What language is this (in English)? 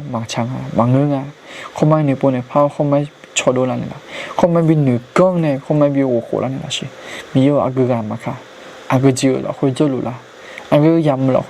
Akha